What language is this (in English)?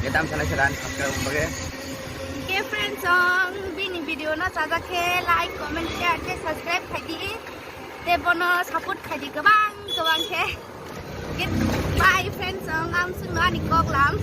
Kok Borok